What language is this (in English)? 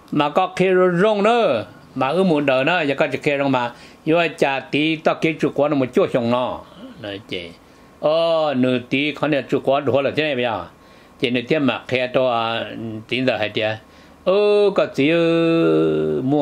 Vietnamese